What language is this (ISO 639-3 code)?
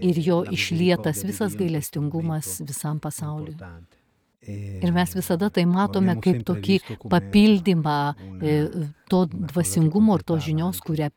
lit